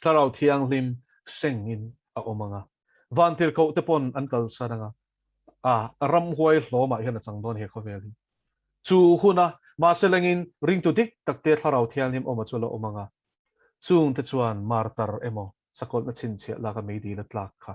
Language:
Mizo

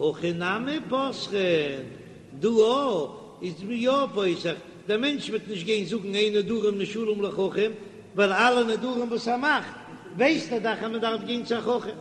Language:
Yiddish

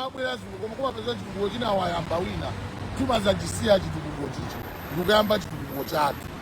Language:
Nyanja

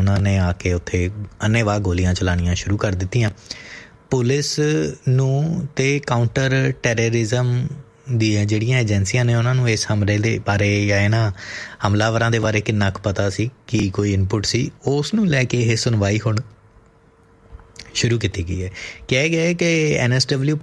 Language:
Punjabi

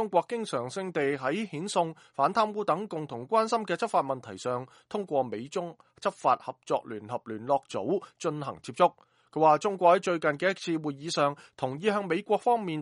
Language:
Cantonese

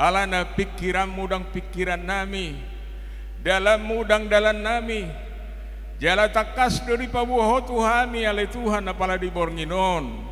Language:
Batak Toba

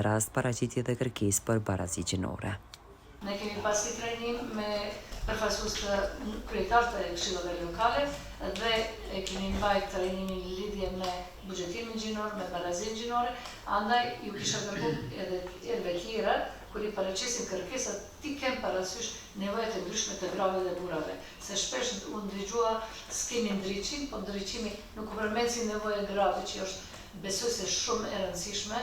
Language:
Albanian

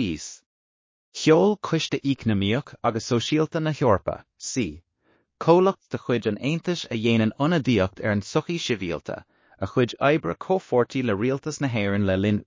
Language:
Irish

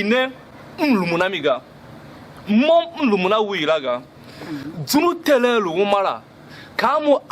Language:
Tiv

